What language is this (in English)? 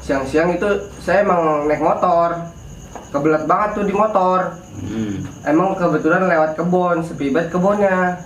Betawi